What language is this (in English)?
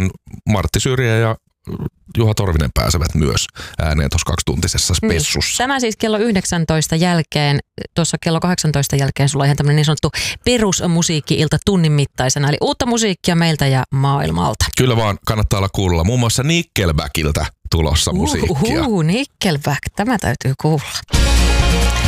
Finnish